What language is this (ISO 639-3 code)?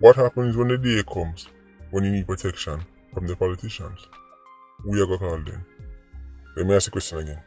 jam